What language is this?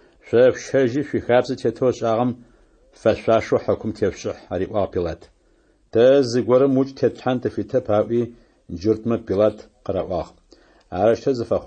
Adyghe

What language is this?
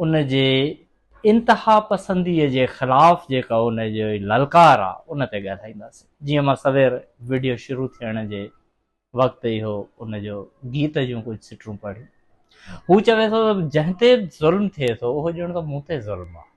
Sindhi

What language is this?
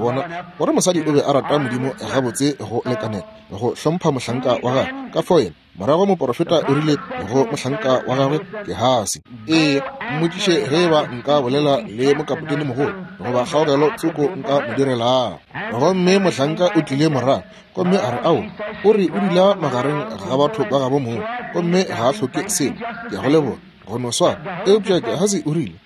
Northern Sotho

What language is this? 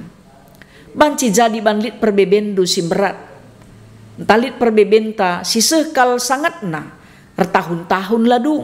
Batak Karo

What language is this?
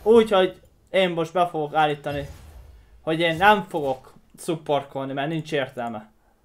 Hungarian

